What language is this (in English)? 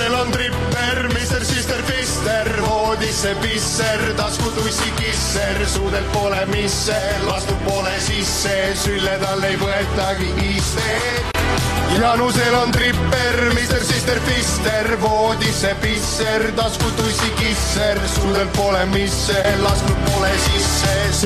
Estonian